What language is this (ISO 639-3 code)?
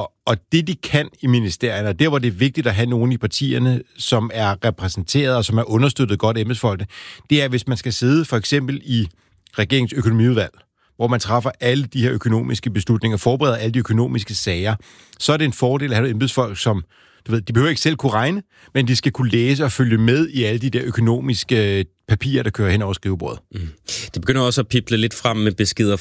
dan